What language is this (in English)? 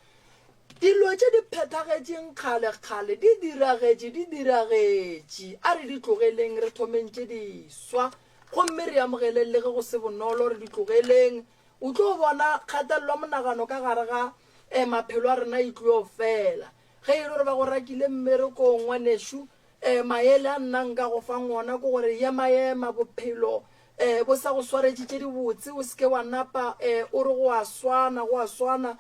Northern Sotho